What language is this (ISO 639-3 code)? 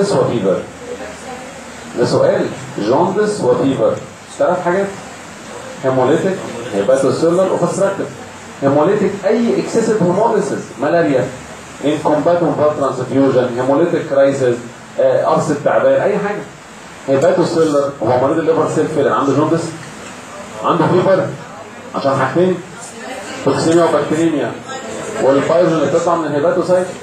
arz